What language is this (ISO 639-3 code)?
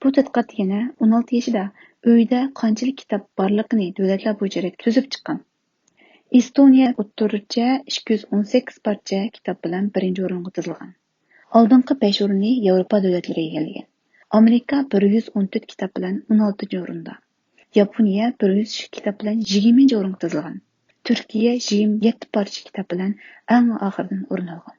uig